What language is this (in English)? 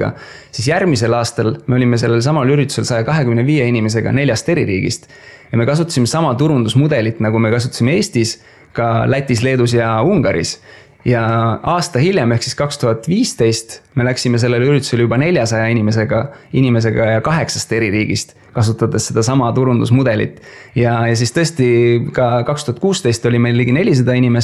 Estonian